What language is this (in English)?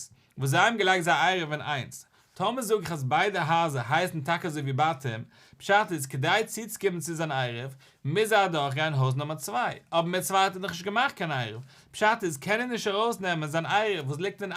Yiddish